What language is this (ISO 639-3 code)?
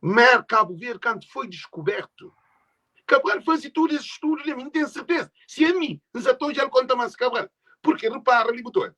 kea